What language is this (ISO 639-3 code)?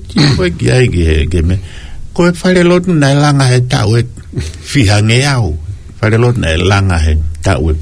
ton